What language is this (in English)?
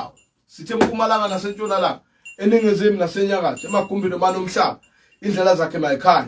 Zulu